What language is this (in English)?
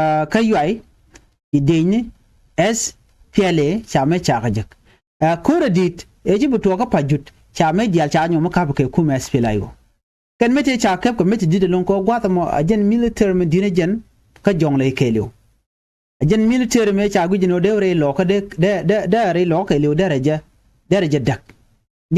Nuer